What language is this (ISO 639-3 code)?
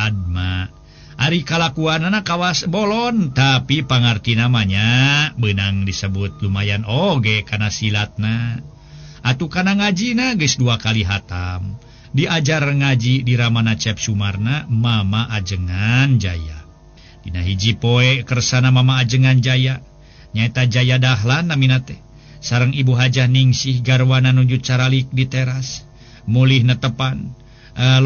sun